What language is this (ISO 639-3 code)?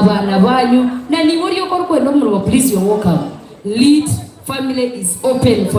nyn